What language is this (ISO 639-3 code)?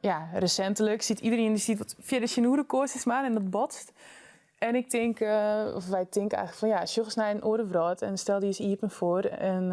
fry